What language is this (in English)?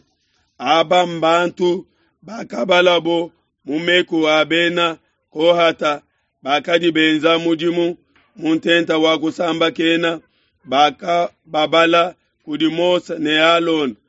Luba-Lulua